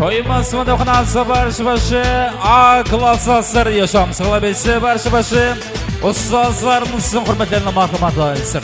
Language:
Kara-Kalpak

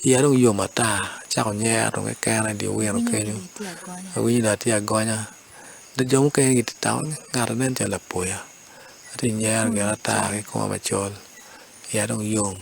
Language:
Acoli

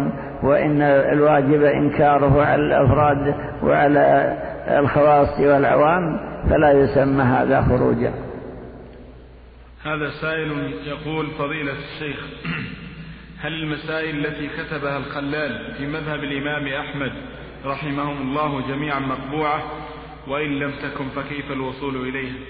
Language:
Arabic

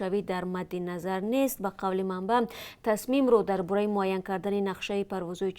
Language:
Tajik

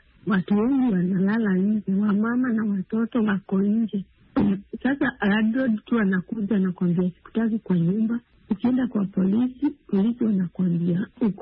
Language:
Swahili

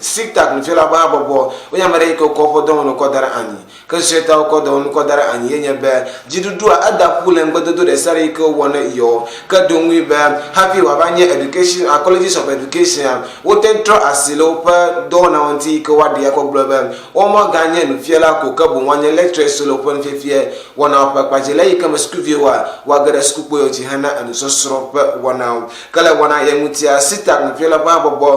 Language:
Ewe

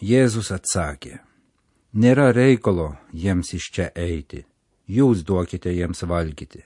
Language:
Lithuanian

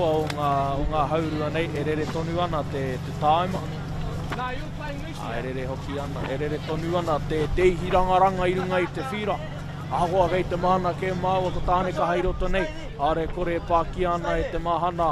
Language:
Māori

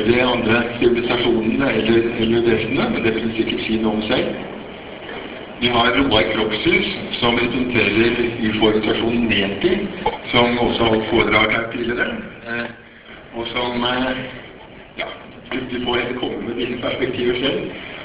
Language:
Norwegian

